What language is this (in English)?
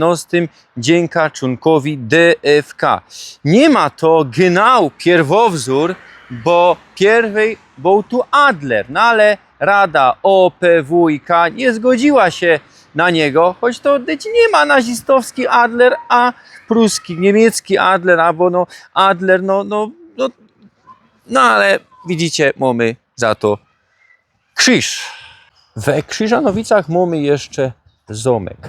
Silesian